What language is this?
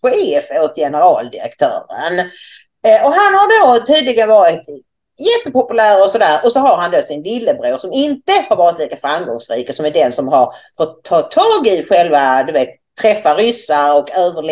Swedish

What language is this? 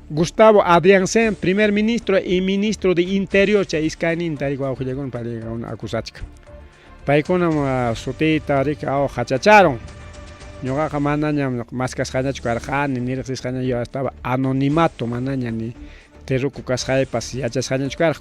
Ayacucho Quechua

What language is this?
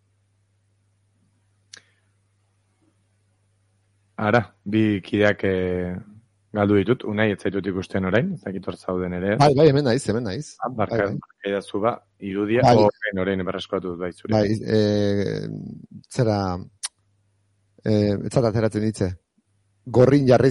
Basque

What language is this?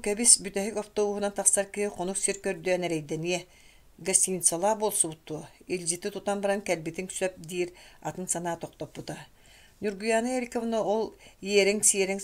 Yakut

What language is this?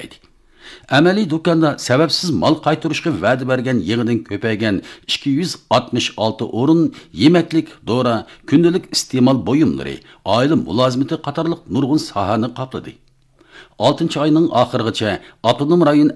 Uyghur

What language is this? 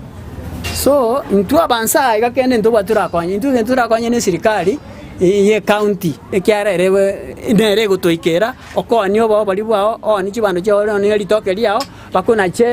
Gusii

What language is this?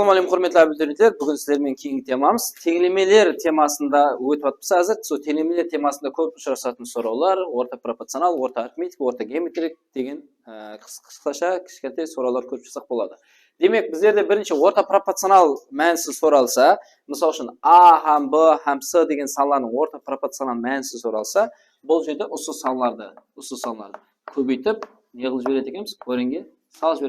Kara-Kalpak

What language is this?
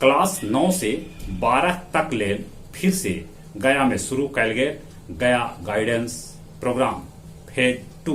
Magahi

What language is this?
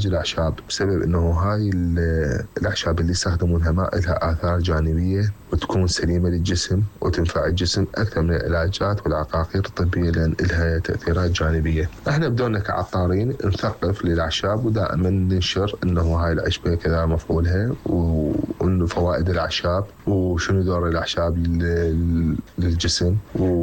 Mesopotamian Arabic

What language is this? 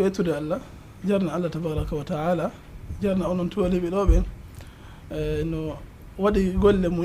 Fula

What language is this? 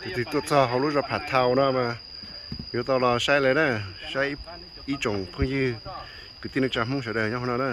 Hmong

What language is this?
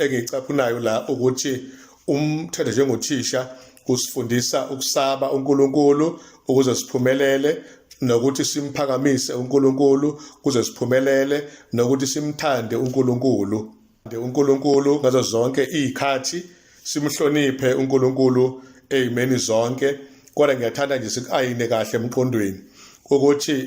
Zulu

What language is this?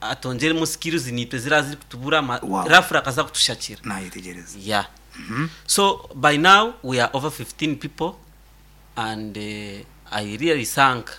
Nyankole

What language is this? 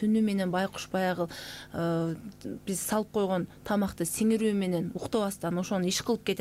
Kyrgyz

